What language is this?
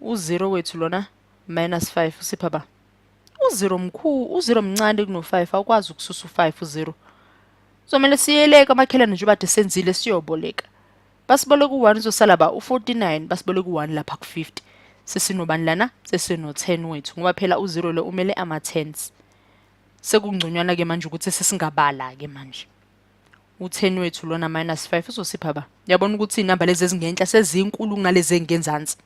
Zulu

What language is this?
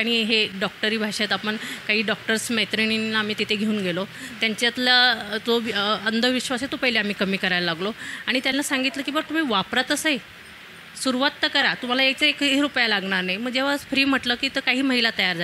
Marathi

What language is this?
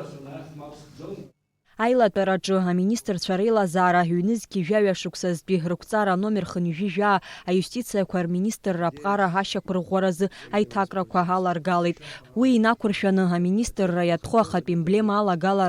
Abkhazian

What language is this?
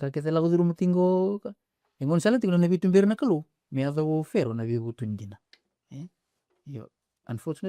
Fijian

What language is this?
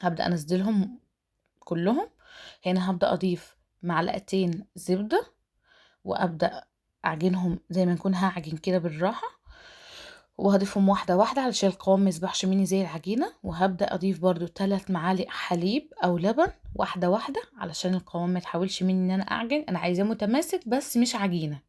Egyptian Arabic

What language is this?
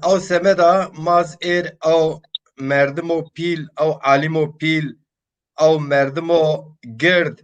Zaza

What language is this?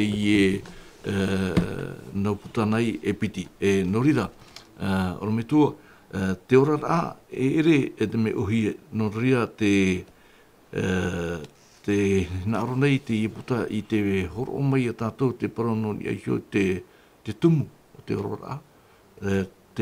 Tahitian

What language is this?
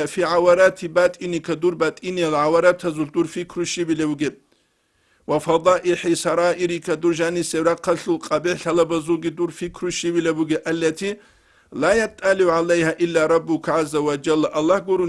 Avaric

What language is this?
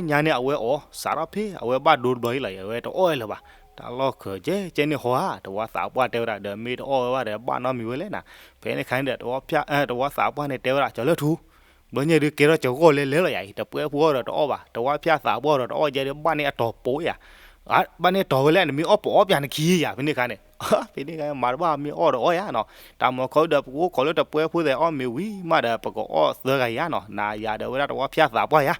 S'gaw Karen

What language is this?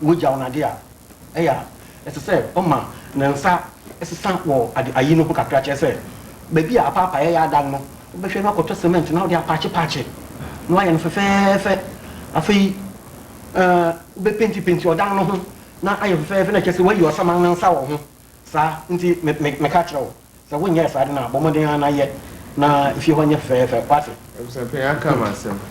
Akan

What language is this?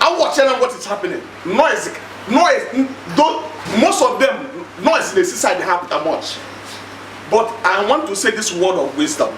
Igbo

